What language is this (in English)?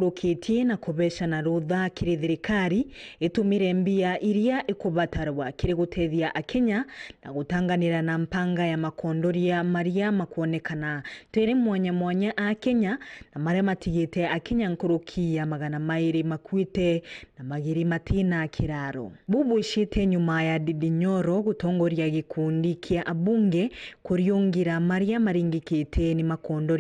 Meru